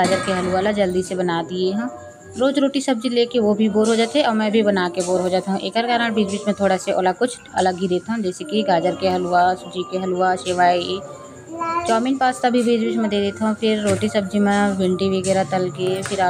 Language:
Chhattisgarhi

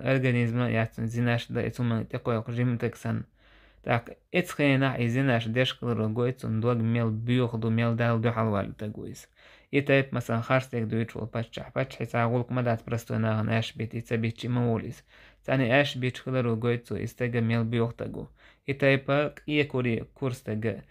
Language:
Chechen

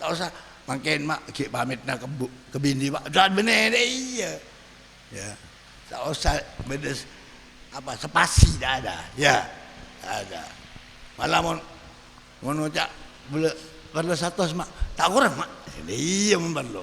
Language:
Madurese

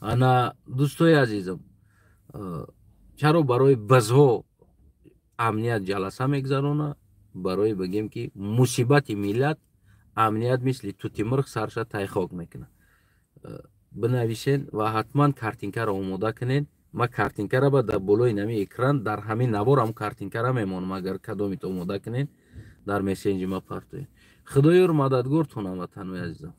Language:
Tajik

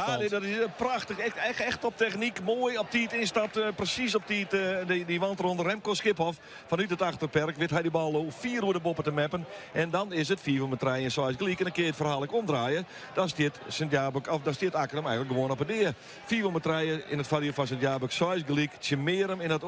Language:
Western Frisian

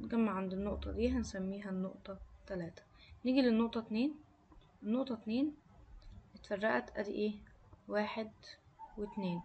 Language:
Egyptian Arabic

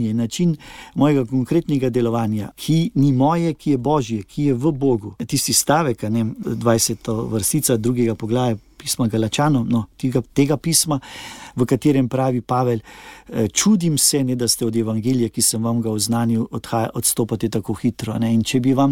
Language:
Slovenian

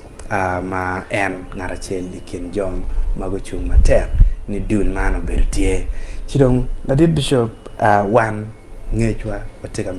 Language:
Acoli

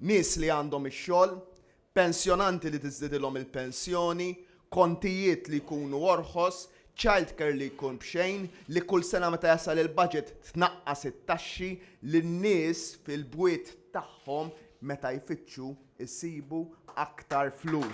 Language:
Maltese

